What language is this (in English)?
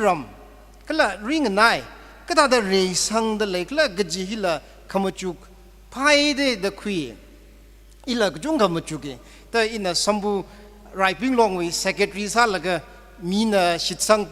Tangkhul Naga (India)